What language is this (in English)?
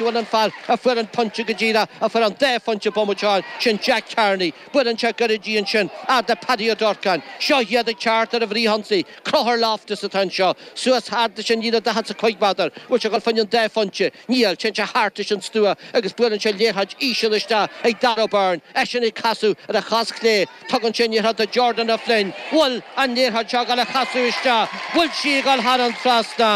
Irish